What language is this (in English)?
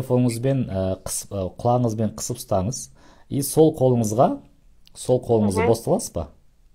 Kazakh